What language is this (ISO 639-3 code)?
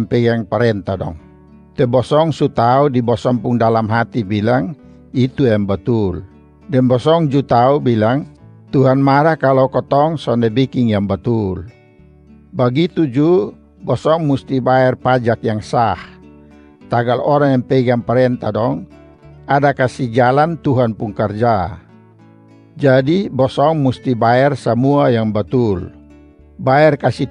mkn